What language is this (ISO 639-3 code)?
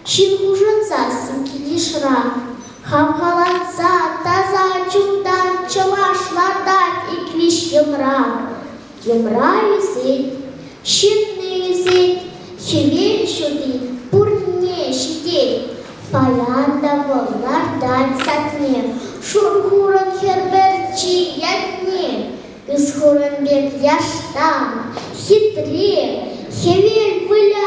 chv